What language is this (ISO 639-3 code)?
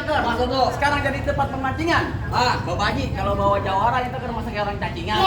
bew